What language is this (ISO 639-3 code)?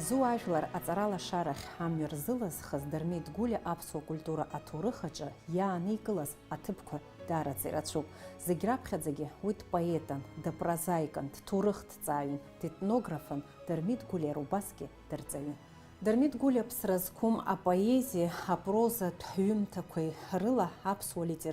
abk